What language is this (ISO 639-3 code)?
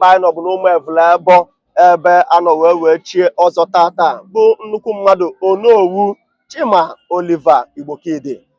ibo